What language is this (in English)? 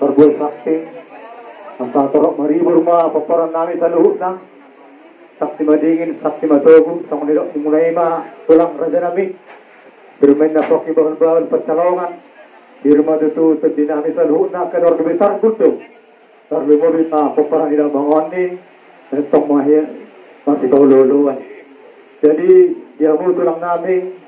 Batak Toba